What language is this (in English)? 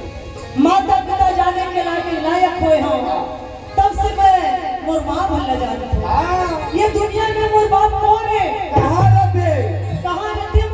Chhattisgarhi